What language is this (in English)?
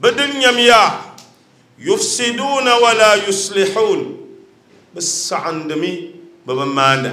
Dagbani